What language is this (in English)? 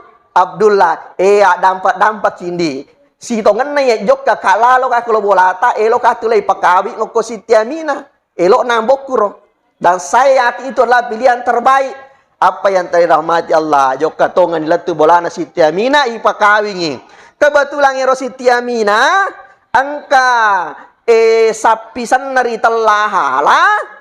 Buginese